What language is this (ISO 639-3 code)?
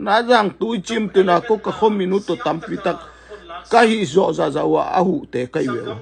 ctd